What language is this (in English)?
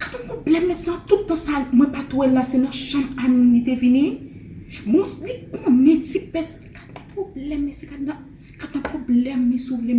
Haitian Creole